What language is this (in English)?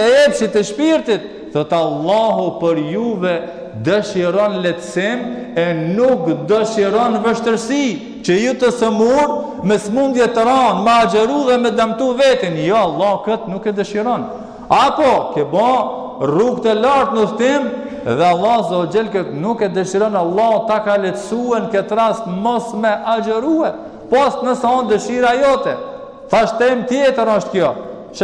Albanian